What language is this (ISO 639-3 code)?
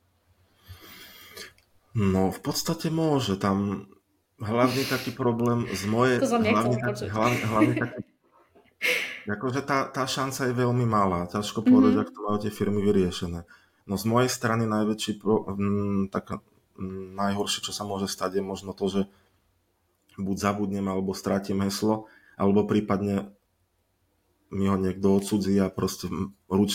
slk